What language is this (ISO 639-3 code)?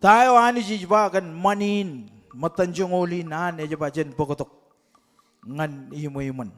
mah